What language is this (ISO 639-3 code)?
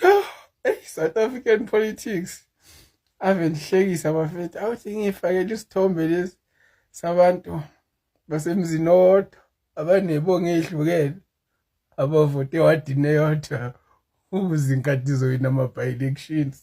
zul